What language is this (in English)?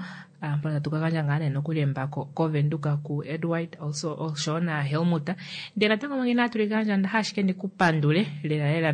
Kuanyama